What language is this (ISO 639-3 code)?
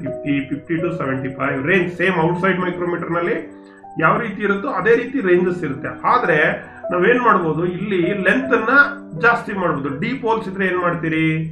kan